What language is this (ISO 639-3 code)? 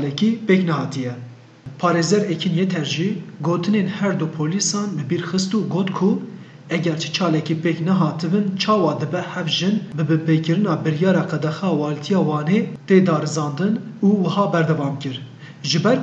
kur